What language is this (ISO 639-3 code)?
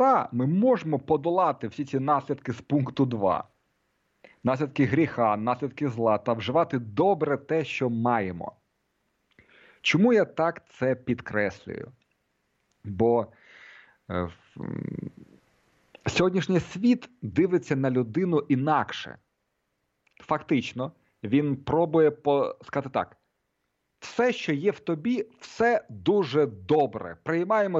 ukr